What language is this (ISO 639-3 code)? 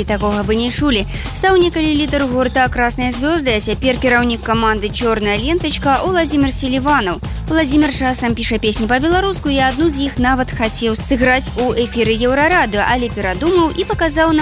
bel